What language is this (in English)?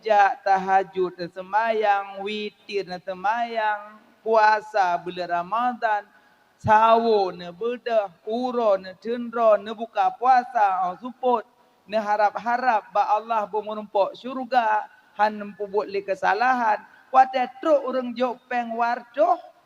Achinese